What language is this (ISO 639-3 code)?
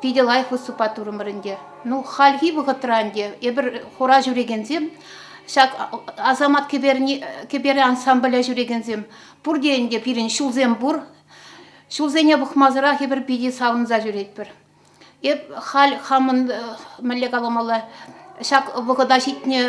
chv